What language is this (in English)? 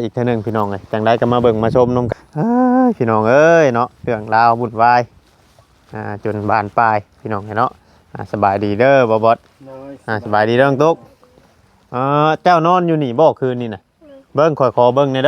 Northeastern Thai